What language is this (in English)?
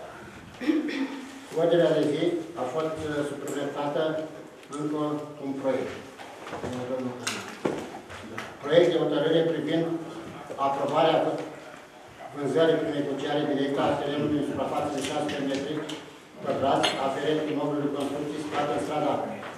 Romanian